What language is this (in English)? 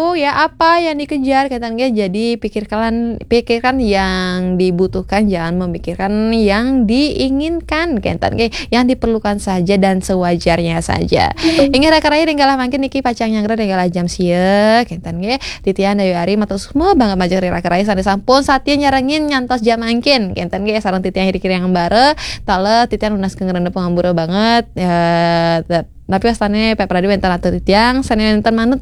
Balinese